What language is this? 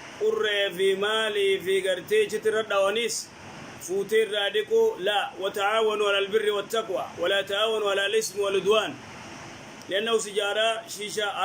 Oromo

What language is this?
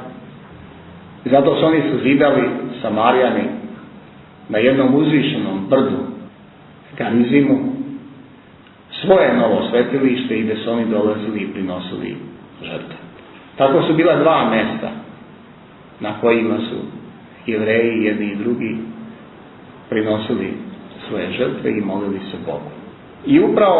Serbian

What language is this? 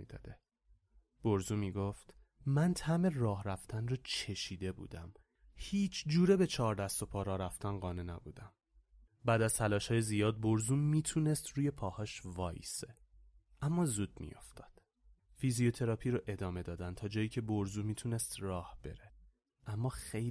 Persian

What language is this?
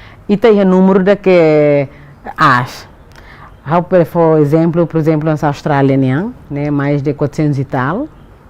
Tetum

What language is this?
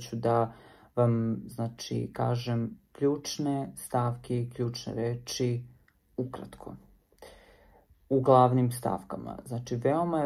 Serbian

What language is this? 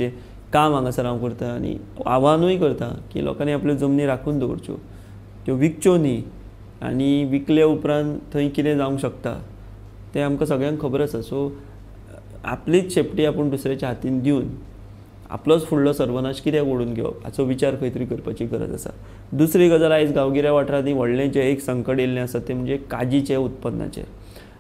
Konkani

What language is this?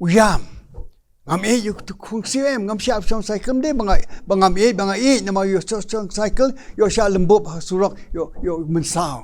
Khasi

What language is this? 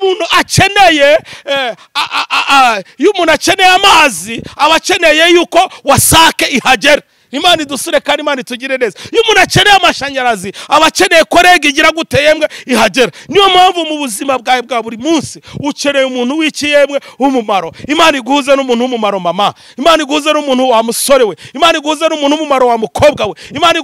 Kinyarwanda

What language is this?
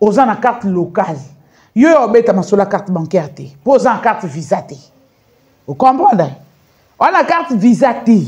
Lingala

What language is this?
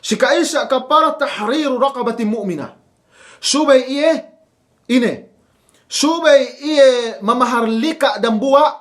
Yakan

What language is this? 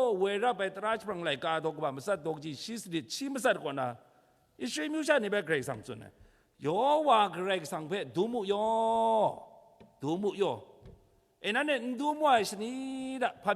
Kachin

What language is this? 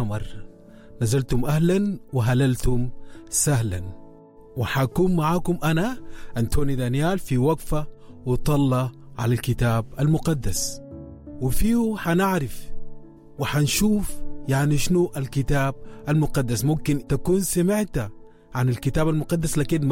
Sudanese Arabic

